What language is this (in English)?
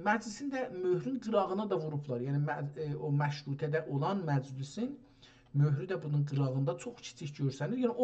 South Azerbaijani